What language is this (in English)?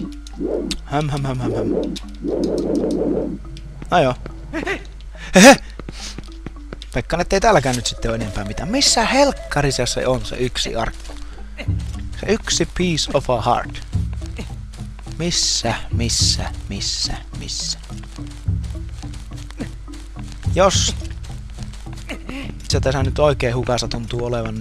Finnish